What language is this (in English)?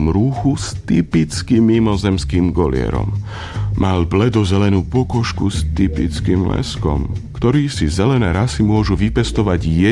Slovak